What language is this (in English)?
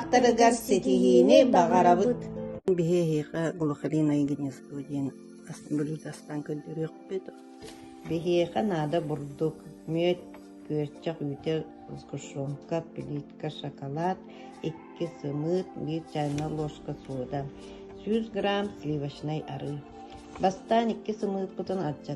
Yakut